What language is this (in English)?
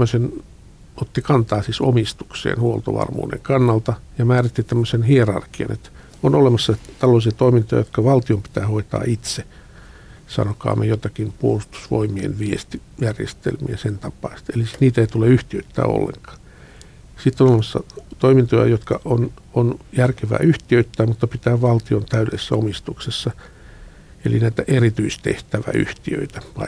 Finnish